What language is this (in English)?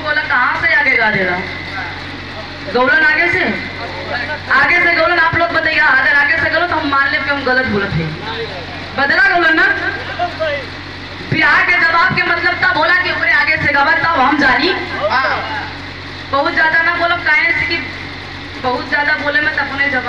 Bhojpuri